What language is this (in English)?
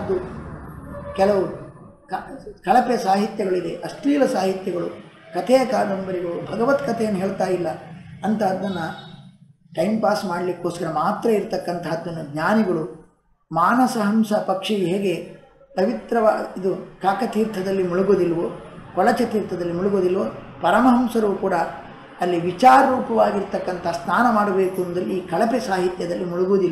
Kannada